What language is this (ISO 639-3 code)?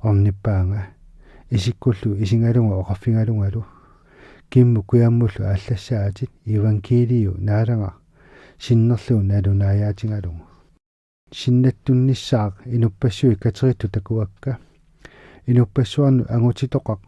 kal